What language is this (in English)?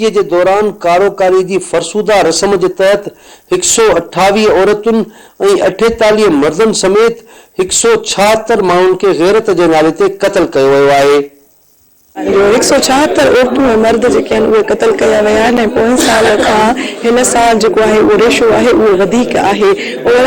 Sindhi